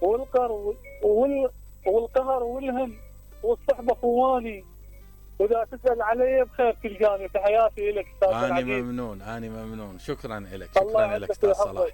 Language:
Mesopotamian Arabic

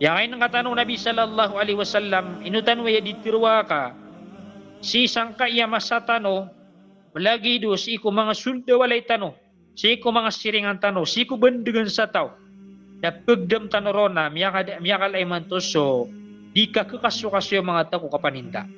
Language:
Maranao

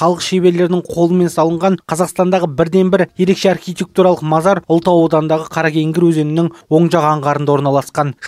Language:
Kazakh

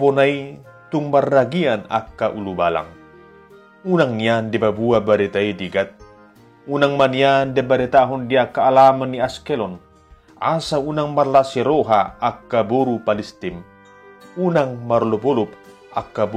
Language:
Batak Toba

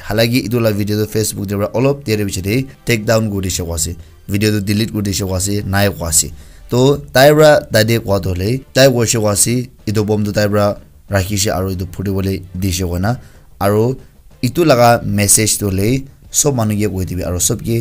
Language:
Naga Pidgin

